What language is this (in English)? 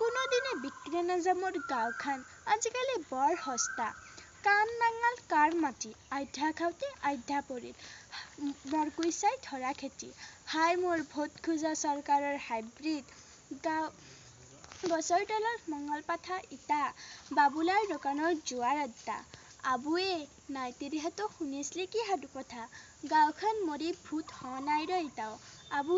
Assamese